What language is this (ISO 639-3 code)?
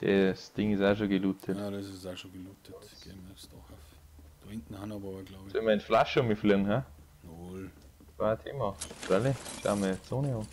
bar